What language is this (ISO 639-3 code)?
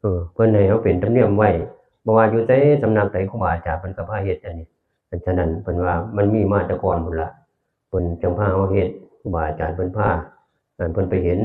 tts